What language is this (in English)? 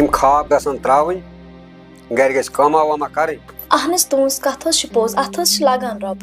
Kashmiri